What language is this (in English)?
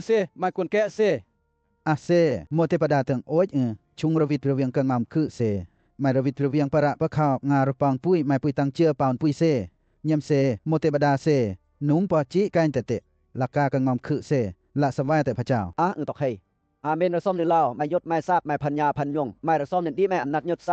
Western Lawa